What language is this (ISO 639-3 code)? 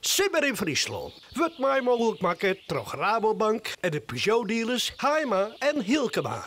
fry